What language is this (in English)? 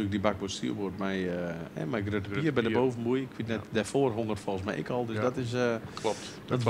Western Frisian